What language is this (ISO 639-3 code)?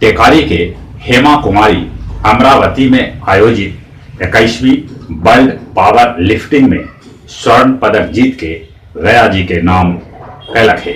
mag